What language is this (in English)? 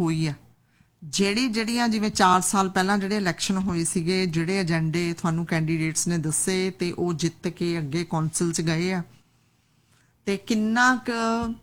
Punjabi